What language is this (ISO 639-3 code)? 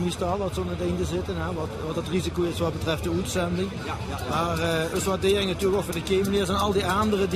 lim